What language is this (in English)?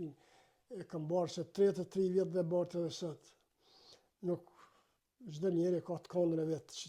Albanian